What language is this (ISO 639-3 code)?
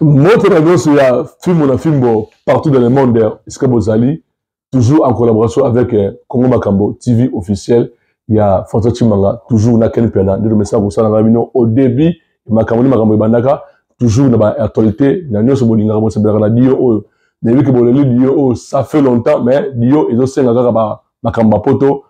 lin